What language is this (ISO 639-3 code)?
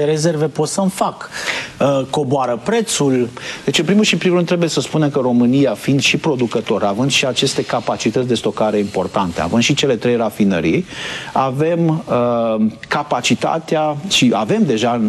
ron